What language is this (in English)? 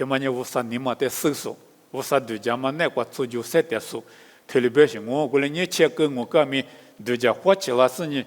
Lisu